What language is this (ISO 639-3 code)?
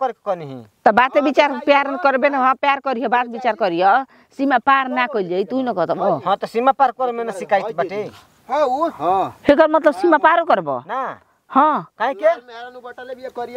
bho